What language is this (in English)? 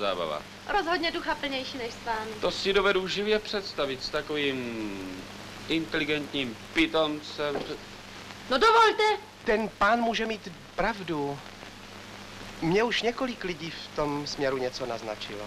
Czech